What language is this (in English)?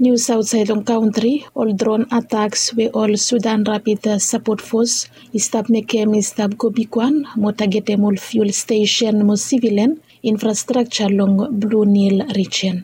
Bislama